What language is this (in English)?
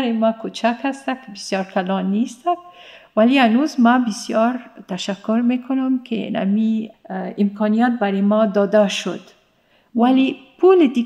Persian